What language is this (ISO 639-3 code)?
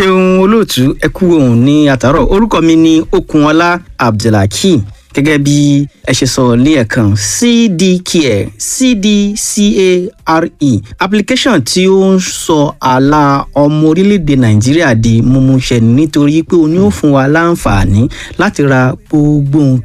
yor